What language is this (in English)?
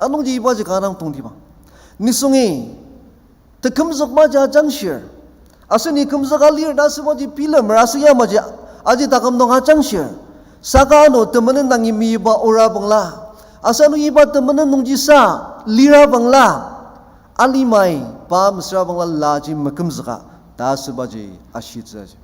Ao Naga